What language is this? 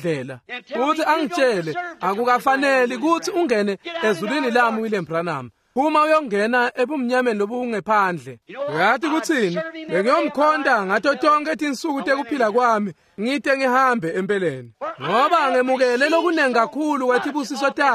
Swati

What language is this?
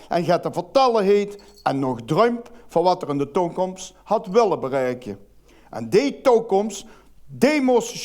Limburgish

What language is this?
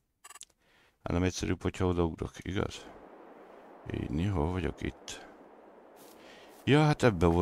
Hungarian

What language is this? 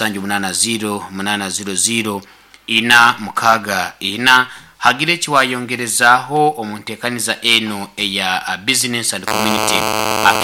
Nyoro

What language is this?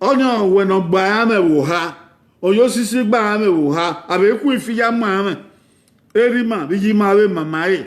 Bini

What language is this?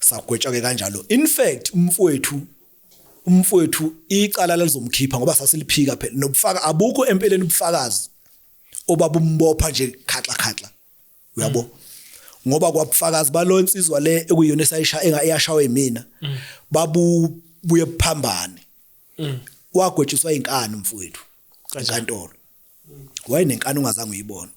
Zulu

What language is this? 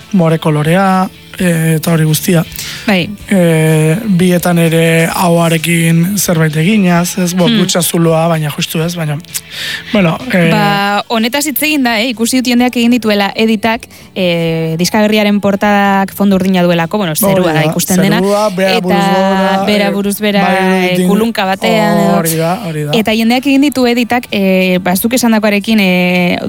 Basque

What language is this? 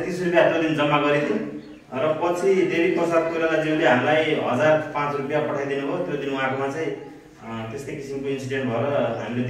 Nepali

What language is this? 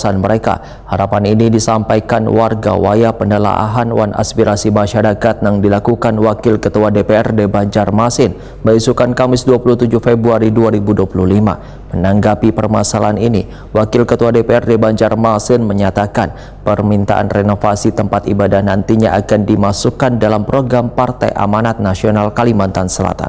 Banjar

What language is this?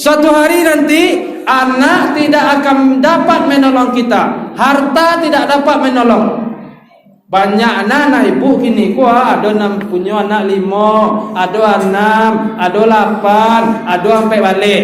Minangkabau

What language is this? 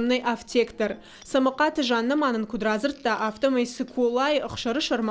Ossetic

